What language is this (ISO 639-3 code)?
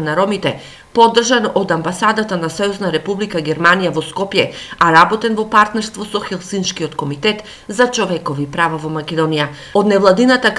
mkd